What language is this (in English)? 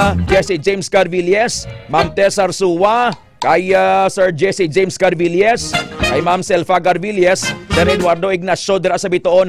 Hiligaynon